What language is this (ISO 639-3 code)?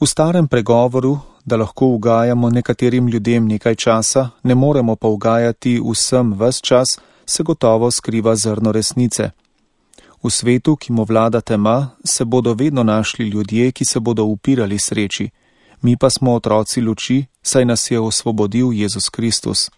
slv